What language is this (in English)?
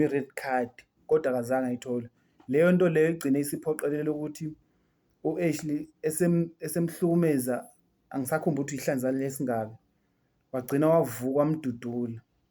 Zulu